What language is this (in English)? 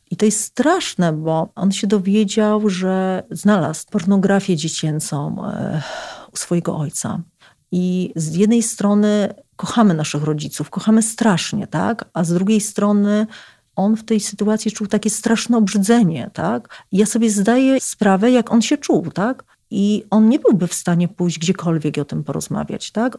Polish